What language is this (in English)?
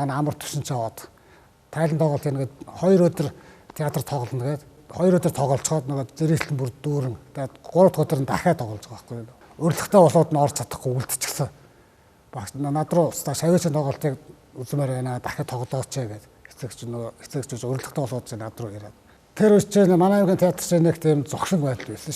Mongolian